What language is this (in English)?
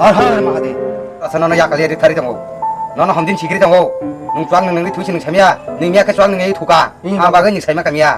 Kok Borok